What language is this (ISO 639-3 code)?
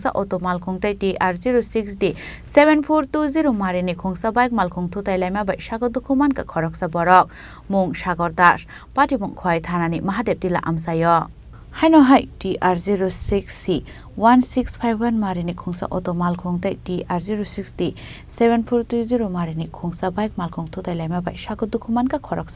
trp